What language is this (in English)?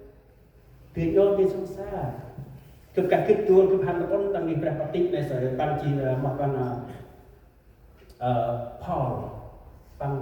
Central Mnong